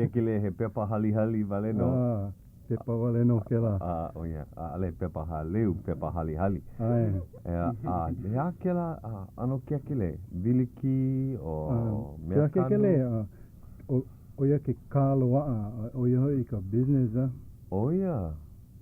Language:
Hawaiian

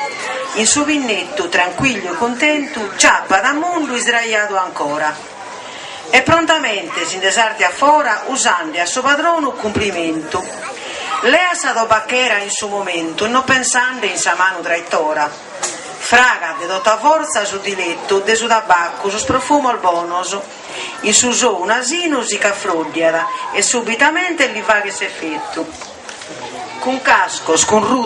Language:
Sardinian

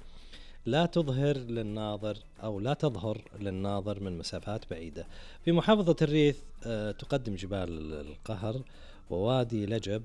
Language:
Najdi Arabic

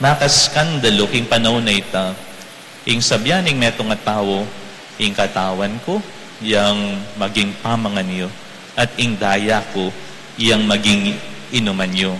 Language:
Pampanga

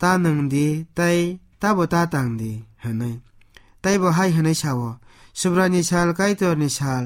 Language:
Kok Borok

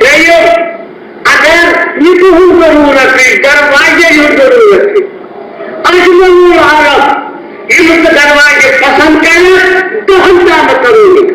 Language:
Kashmiri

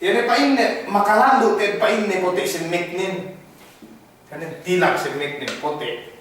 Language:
Yakan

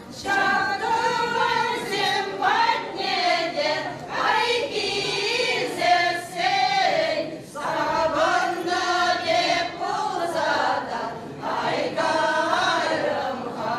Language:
Chuvash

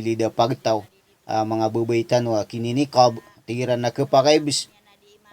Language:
Maranao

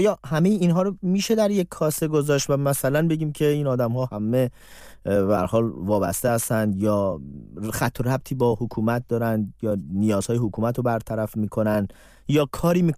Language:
Persian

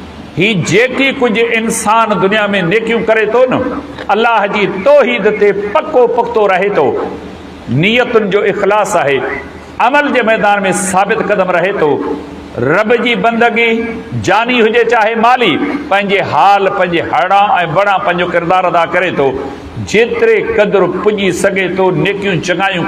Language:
Sindhi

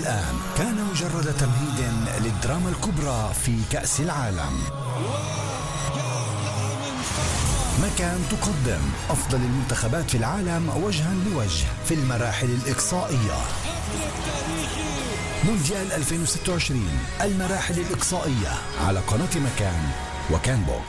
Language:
Arabic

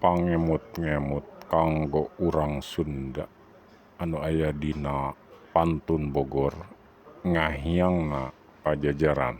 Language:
Sundanese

